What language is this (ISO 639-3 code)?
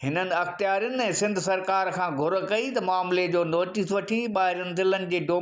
snd